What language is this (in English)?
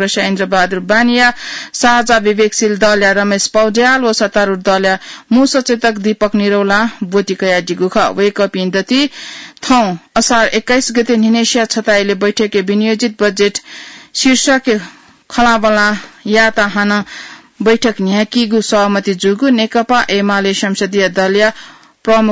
Newari